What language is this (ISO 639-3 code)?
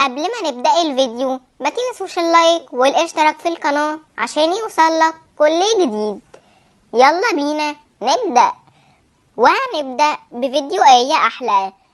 arz